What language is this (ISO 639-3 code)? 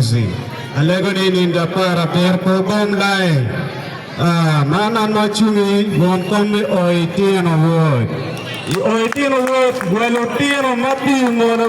ach